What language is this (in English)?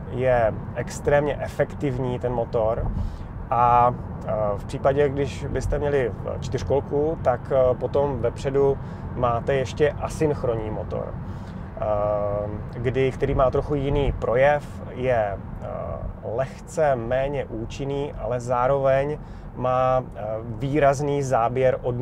Czech